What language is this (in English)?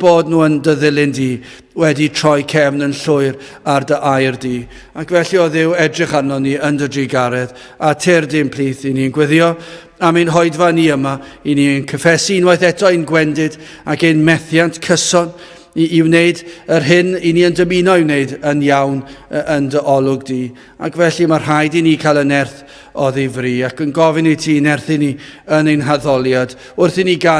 Welsh